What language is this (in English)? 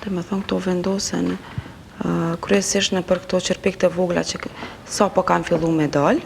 Albanian